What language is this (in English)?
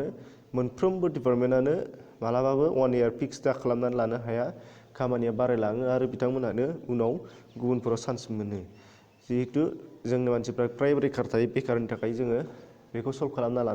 Bodo